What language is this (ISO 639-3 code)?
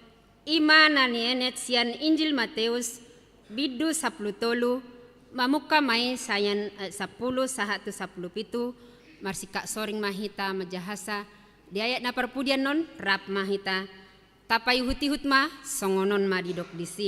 bbc